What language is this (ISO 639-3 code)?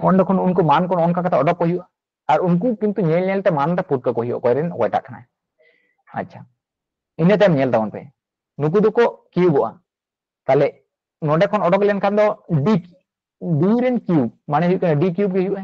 sat